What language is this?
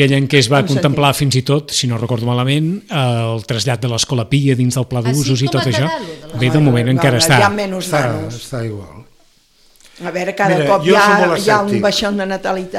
Catalan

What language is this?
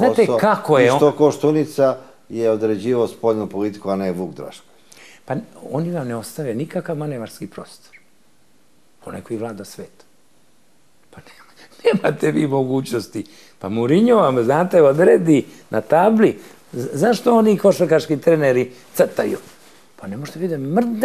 Serbian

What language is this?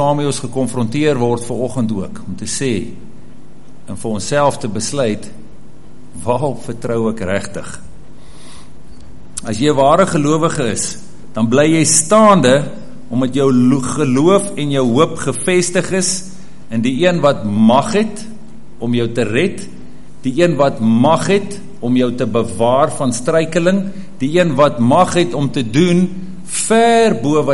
Afrikaans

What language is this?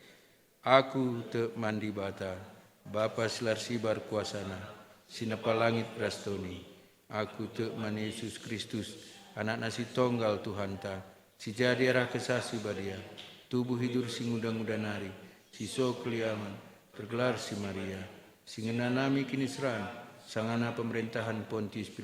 Batak Karo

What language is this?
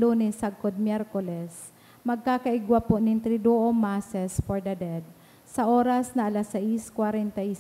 Bikol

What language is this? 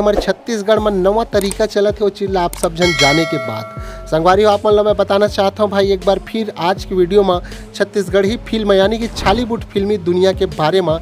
Chhattisgarhi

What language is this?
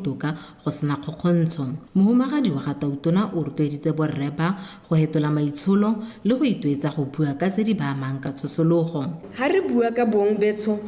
Tswana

